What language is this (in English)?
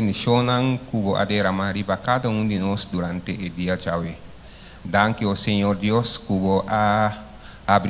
Papiamento